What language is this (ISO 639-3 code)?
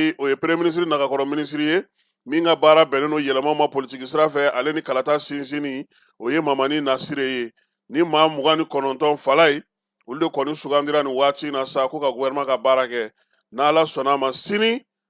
bam